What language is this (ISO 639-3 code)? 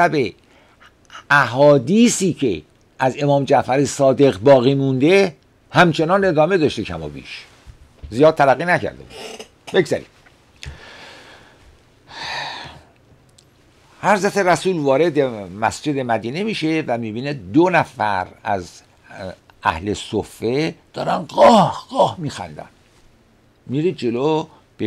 fas